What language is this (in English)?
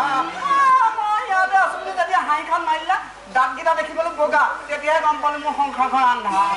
Assamese